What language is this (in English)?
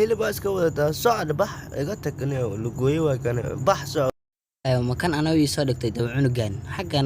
Somali